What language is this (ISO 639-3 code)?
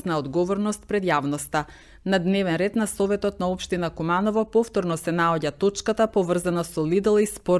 mkd